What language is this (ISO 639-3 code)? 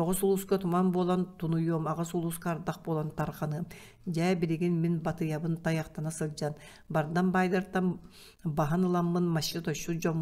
sah